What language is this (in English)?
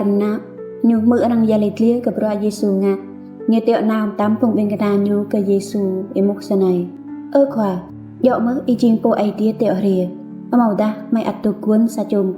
Rade